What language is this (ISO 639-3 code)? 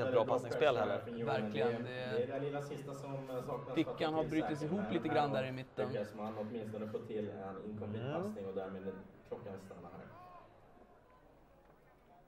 swe